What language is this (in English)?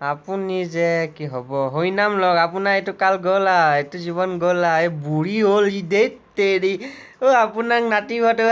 Assamese